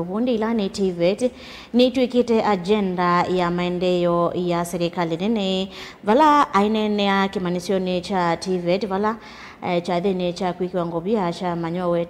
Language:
Kamba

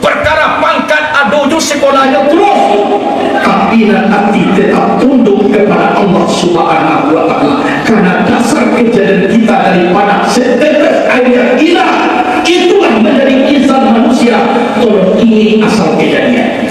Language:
Minangkabau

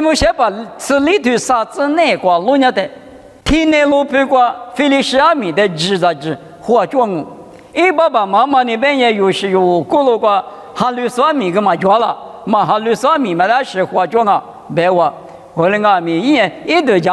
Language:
Lisu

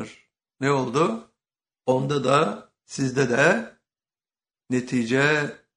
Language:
Turkish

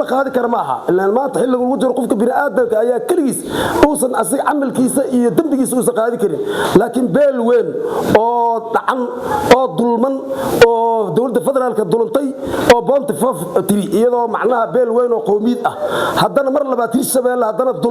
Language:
Somali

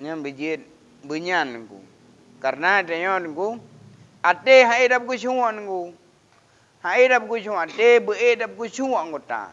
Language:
Achinese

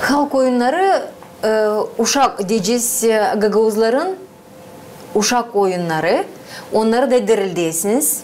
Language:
Gagauz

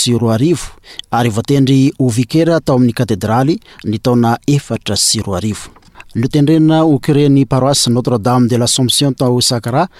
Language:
Malagasy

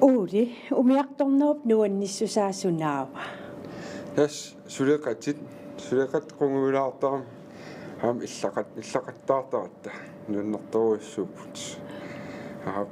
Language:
Kalaallisut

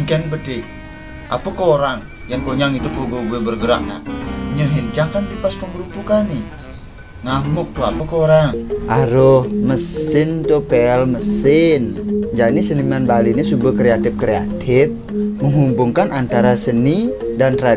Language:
Balinese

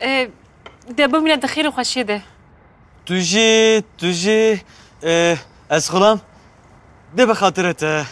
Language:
Kurdish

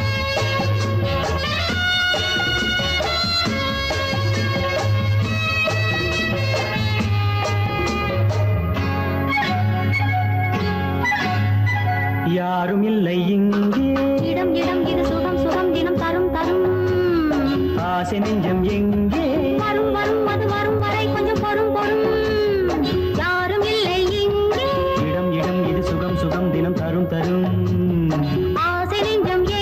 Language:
Tamil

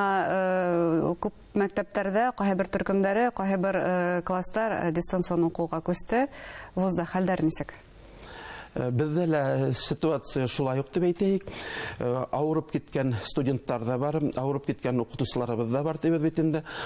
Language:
Bashkir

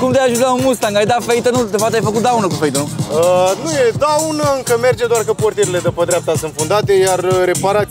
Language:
Romanian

